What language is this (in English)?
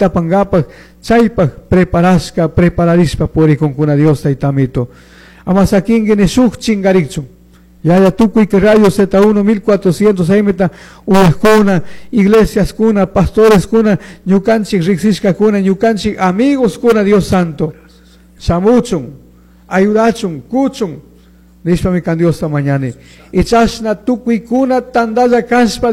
Chimborazo Highland Quichua